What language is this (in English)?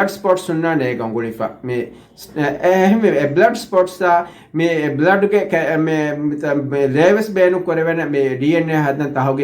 Divehi